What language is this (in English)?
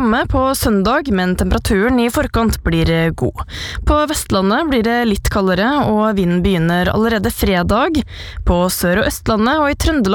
Norwegian